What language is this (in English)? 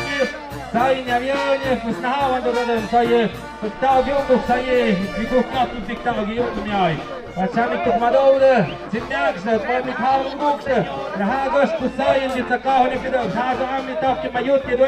Tlahuitoltepec Mixe